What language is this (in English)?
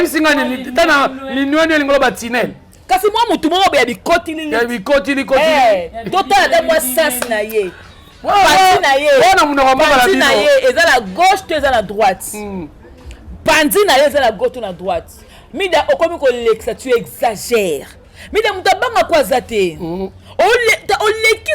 Lingala